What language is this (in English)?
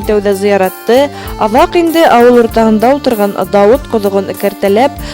Bashkir